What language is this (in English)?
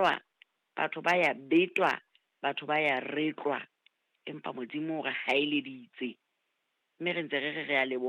Southern Sotho